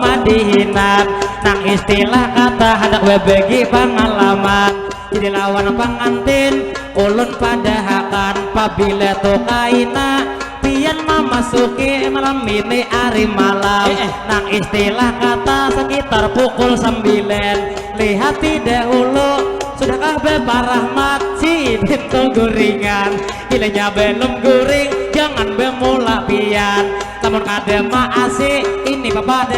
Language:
Banjar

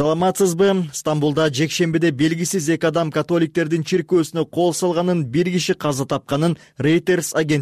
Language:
Kyrgyz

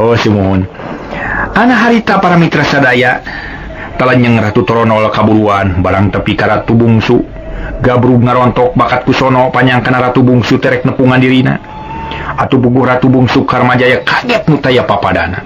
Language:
Sundanese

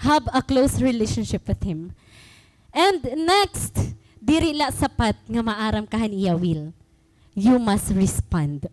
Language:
Waray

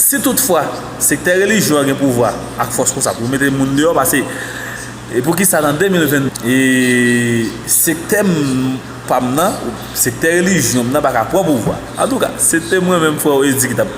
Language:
Haitian Creole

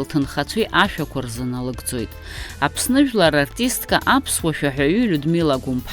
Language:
Abkhazian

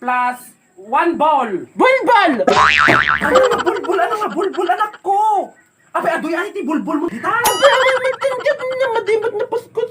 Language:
Iloko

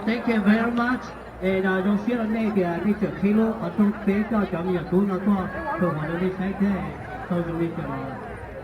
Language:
Hmong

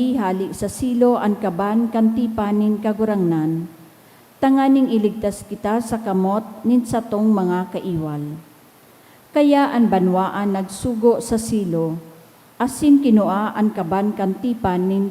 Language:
Bikol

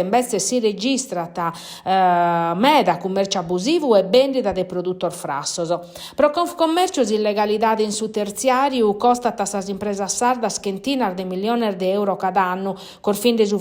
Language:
Sardinian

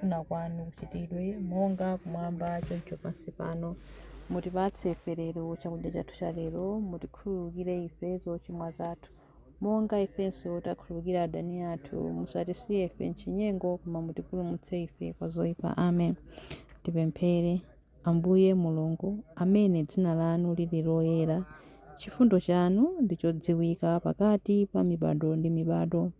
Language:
Nyanja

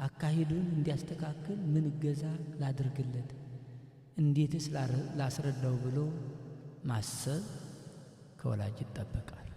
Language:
Amharic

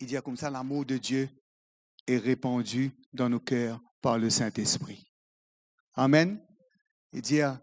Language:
Morisyen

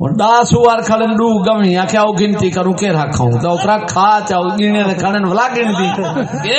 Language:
Saraiki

